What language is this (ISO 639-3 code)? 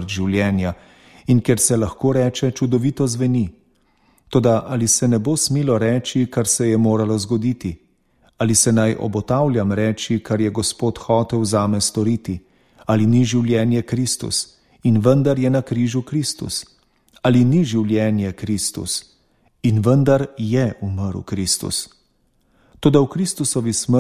slv